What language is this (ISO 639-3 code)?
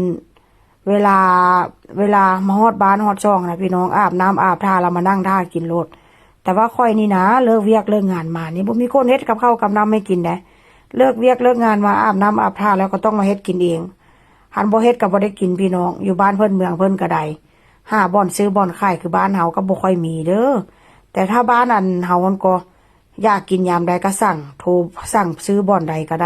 tts